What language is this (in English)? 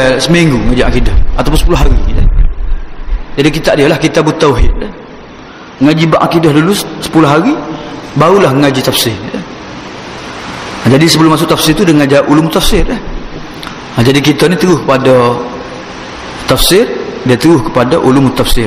Malay